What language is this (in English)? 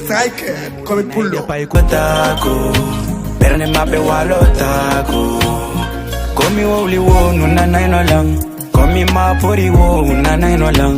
Fula